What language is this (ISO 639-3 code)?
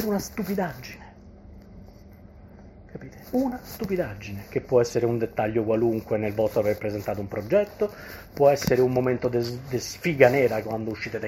ita